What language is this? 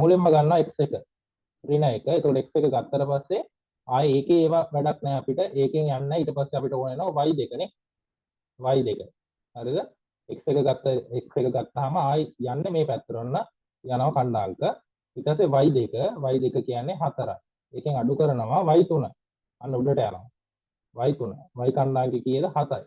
Sinhala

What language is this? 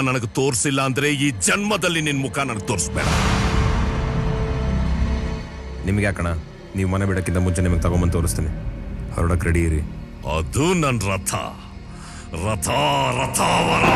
Kannada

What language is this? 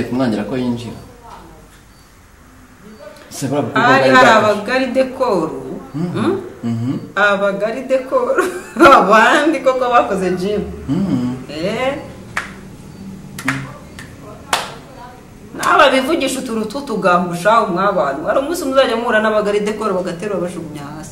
Kinyarwanda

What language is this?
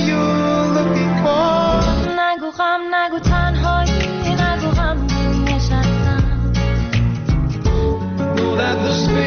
Persian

